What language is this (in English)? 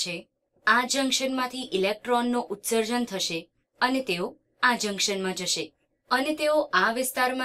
Gujarati